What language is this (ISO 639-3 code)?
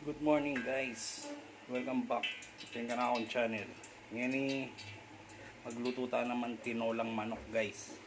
pam